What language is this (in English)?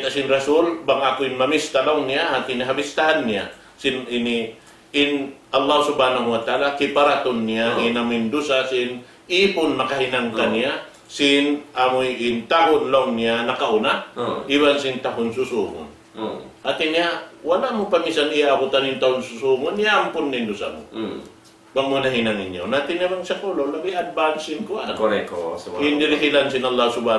Tausug